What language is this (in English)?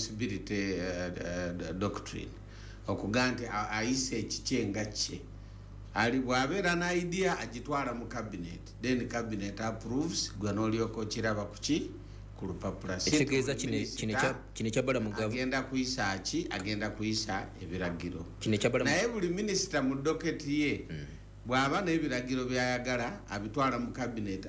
Ganda